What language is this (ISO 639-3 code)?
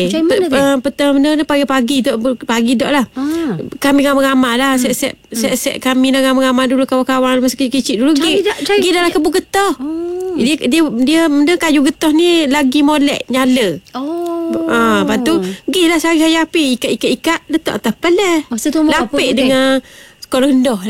msa